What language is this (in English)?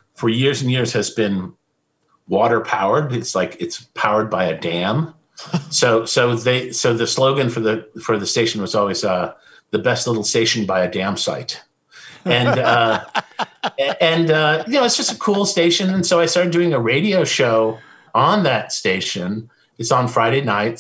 English